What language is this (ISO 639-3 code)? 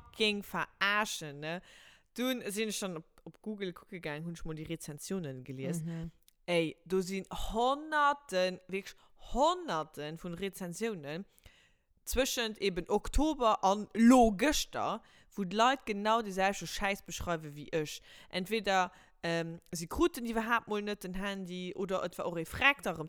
ltz